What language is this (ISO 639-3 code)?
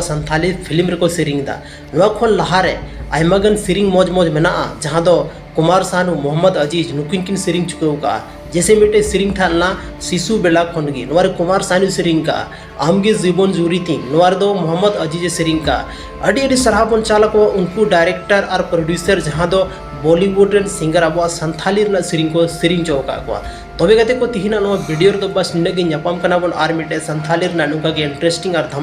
sat